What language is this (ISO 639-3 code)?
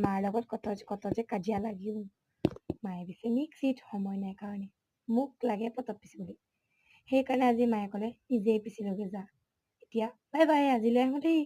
asm